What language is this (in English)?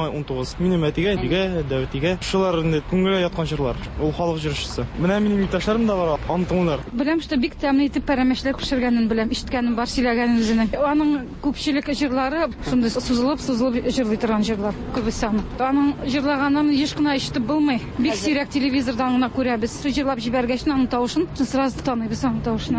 Tatar